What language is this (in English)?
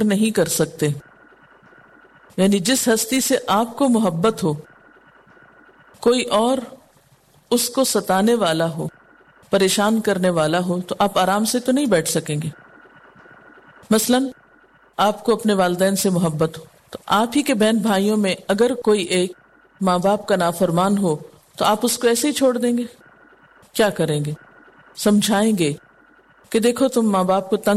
Urdu